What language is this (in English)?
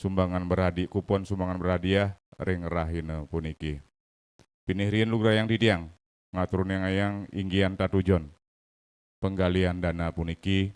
Balinese